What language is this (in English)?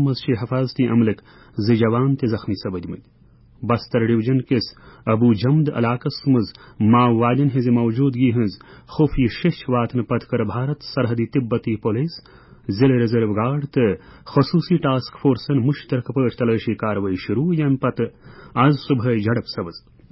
Kashmiri